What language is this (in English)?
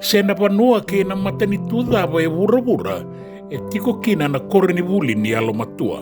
Fijian